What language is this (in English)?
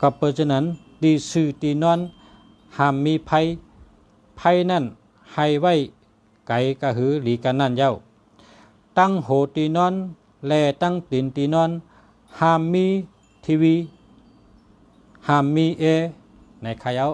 Shan